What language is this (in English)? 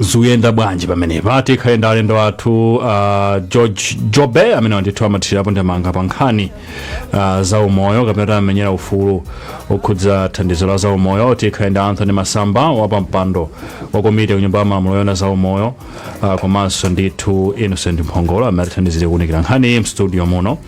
Nyanja